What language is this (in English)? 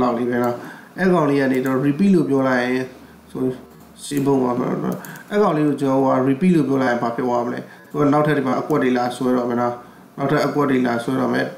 Burmese